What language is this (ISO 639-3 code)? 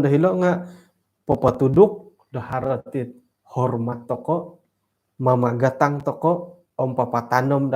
dtp